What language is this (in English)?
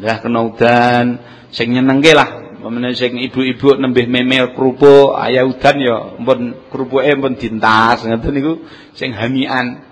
Javanese